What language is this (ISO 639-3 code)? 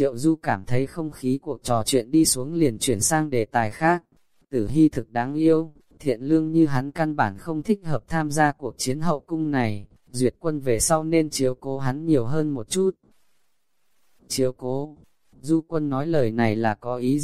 vie